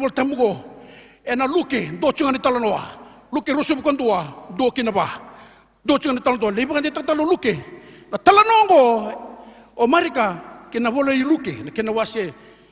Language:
Fijian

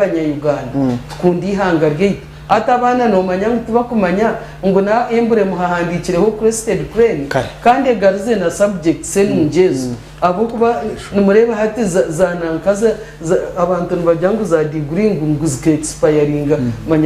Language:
Nyankole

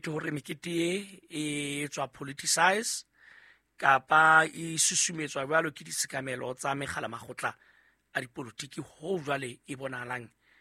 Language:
Southern Sotho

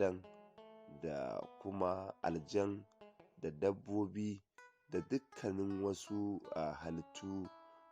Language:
Hausa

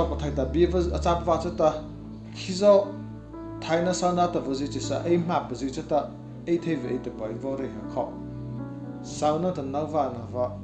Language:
Mara Chin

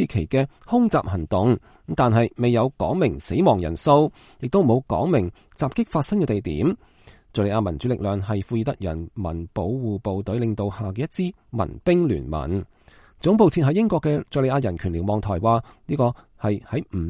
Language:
Cantonese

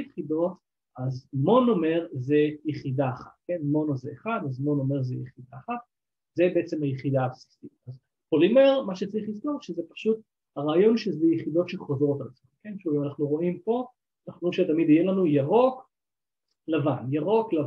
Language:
Hebrew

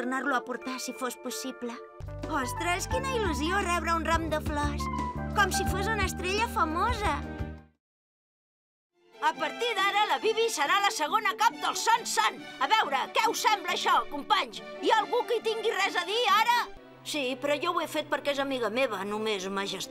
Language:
Catalan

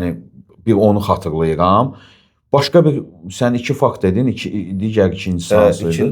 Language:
Azerbaijani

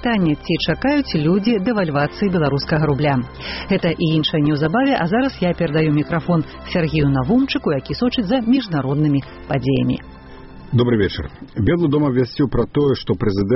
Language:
Belarusian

